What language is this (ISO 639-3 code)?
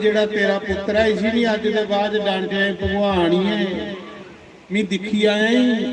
doi